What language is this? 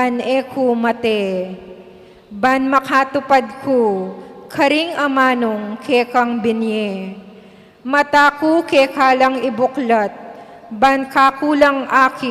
Pampanga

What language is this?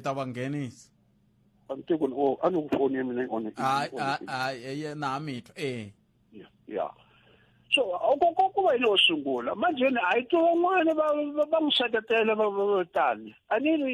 Tsonga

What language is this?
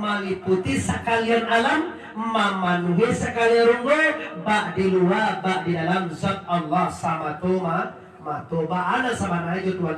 Minangkabau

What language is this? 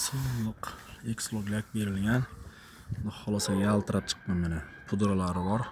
Uzbek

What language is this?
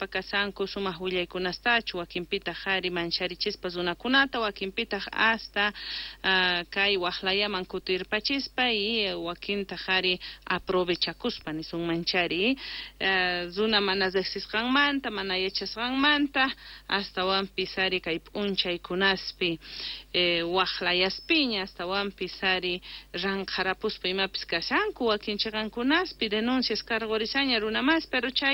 South Bolivian Quechua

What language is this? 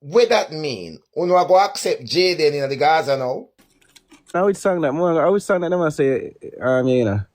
Jamaican Creole English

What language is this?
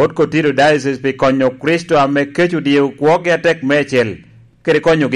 Lango (Uganda)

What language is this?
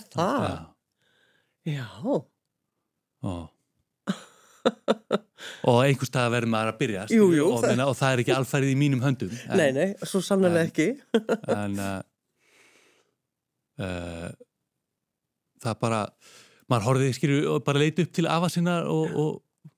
Icelandic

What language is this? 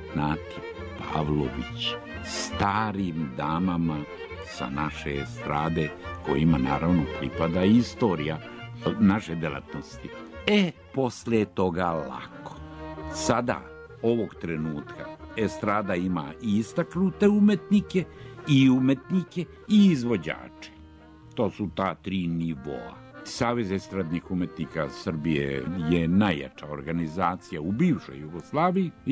Serbian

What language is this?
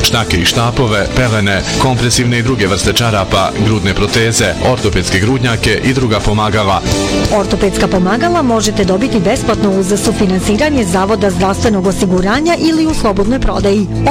Bosnian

